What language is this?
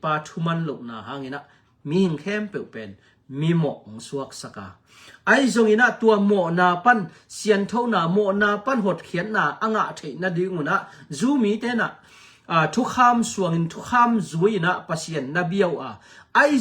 Tedim Chin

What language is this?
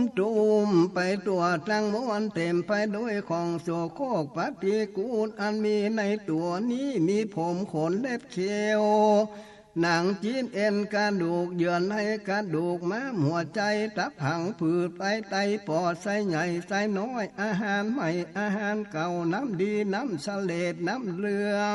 Northern Thai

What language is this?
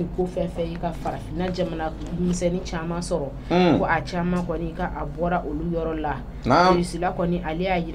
Bambara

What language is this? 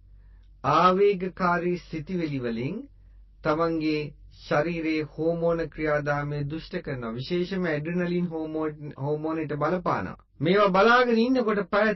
Sinhala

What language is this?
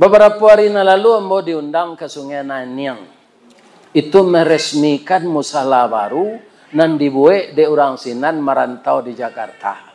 Minangkabau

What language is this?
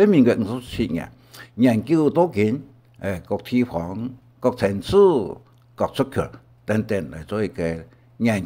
Hakka Chinese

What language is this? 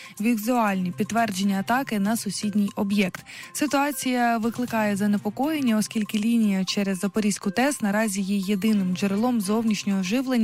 Ukrainian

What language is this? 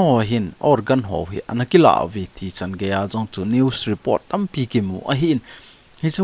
Thado Chin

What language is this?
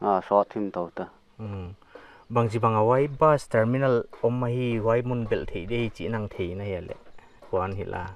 Paite Chin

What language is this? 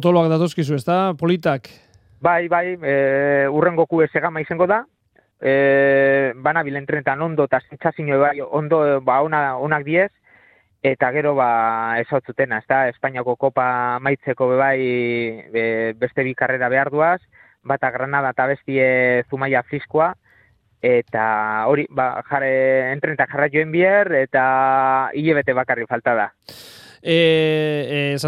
Basque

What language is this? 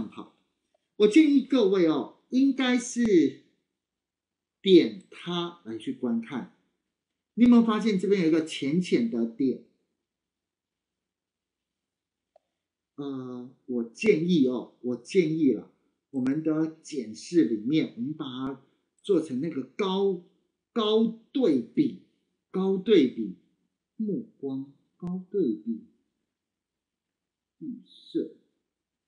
Chinese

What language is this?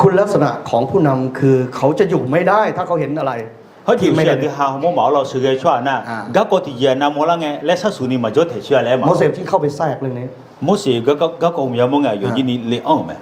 Akha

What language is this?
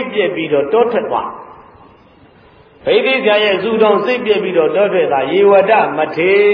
Burmese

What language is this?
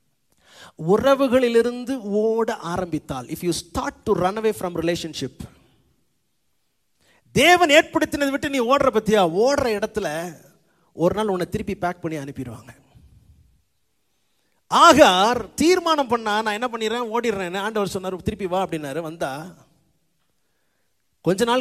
Tamil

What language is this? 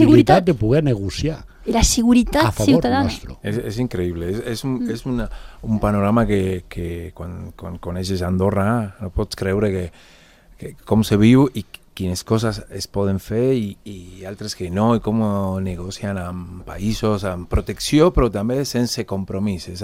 Catalan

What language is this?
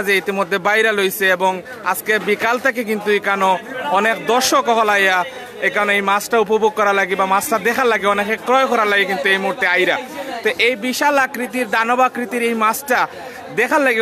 Sylheti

